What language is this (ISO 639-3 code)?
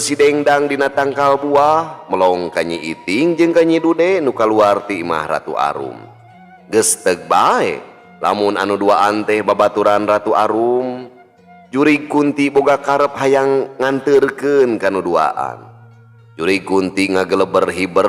sun